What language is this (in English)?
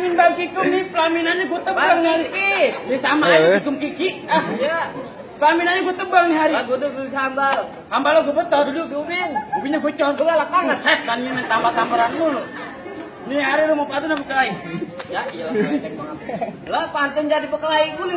Betawi